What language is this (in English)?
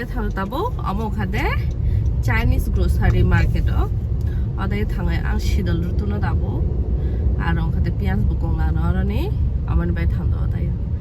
Kok Borok